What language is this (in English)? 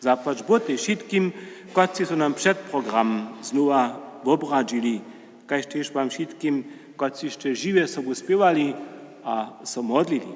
Upper Sorbian